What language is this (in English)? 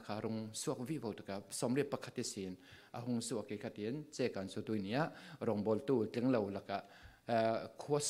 Falam Chin